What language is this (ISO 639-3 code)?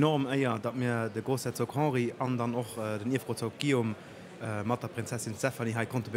ltz